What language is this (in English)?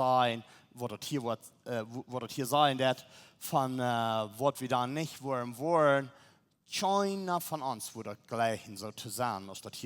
Plautdietsch